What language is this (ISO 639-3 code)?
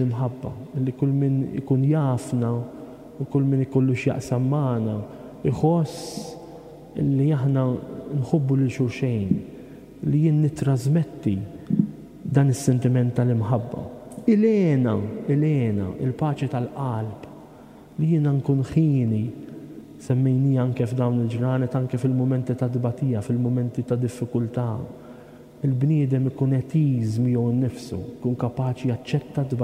mlt